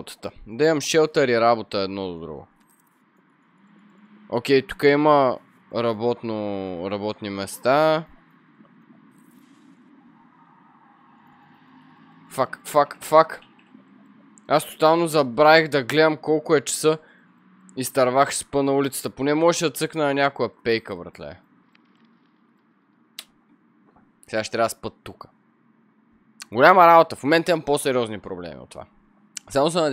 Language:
Bulgarian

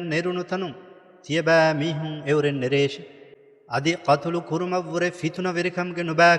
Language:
Divehi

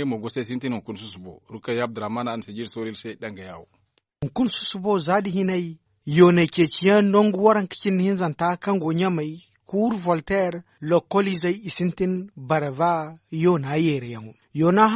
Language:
Zarma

